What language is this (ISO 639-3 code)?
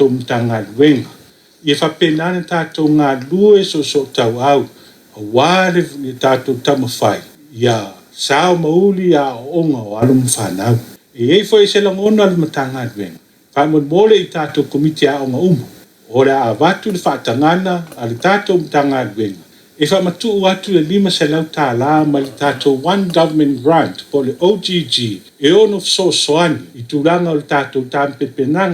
smo